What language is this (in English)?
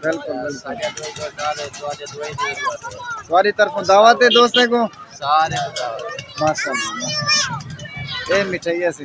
Saraiki